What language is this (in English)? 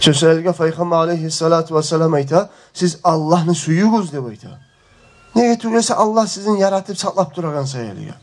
Kumyk